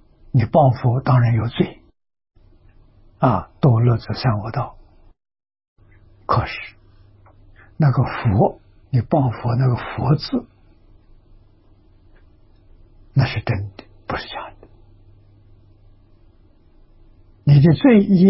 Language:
Chinese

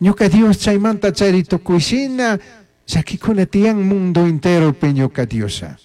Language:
Chimborazo Highland Quichua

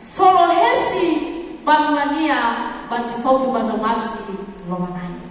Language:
Nias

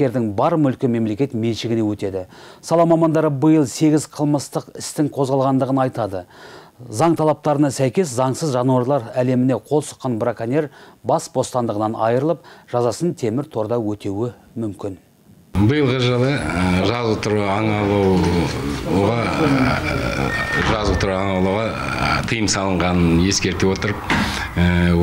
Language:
Kazakh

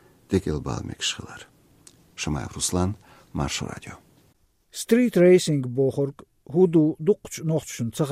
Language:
Chechen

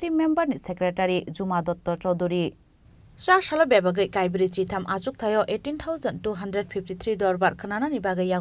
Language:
Kok Borok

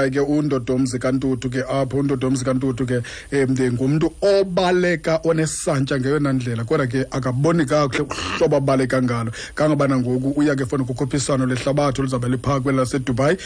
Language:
Xhosa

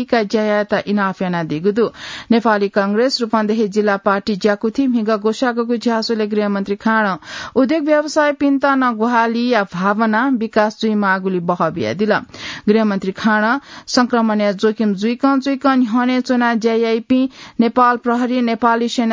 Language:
Newari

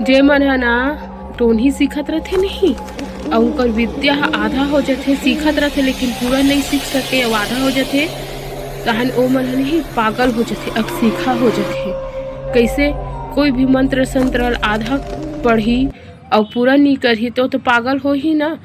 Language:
Chhattisgarhi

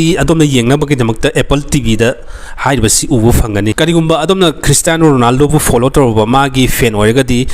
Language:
Manipuri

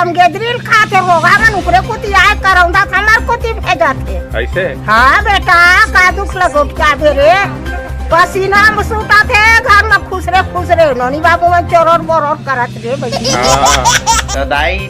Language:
Chhattisgarhi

